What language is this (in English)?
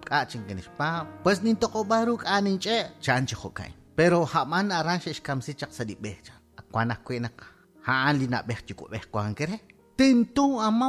Kekchí